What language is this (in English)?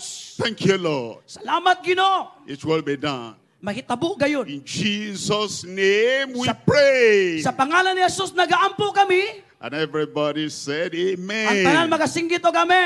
Cebuano